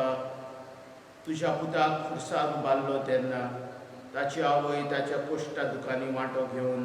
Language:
Konkani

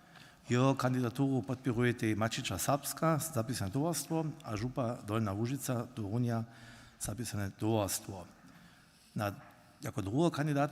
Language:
Upper Sorbian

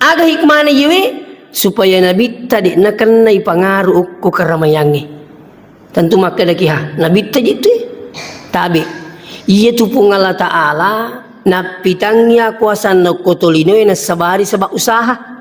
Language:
Buginese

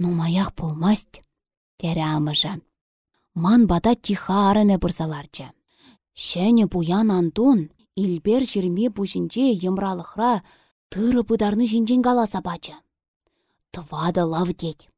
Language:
Chuvash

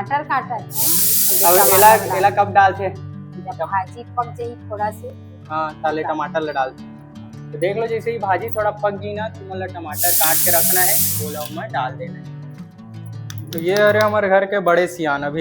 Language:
Chhattisgarhi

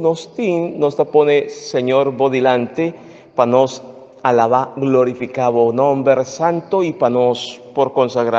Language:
Papiamento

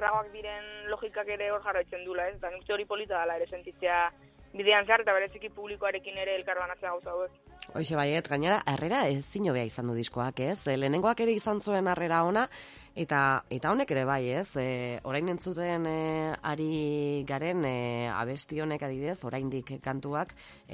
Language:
Basque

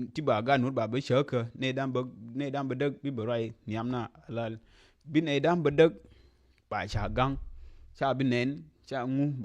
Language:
Nuer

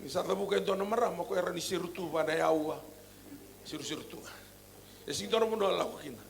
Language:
Fijian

